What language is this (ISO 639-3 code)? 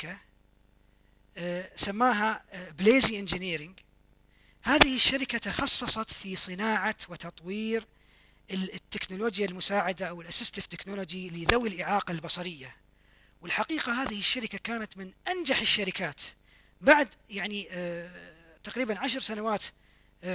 ara